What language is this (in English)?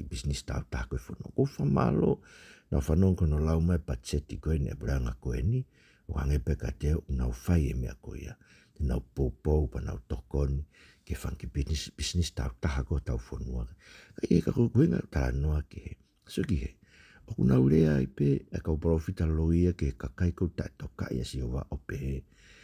Tongan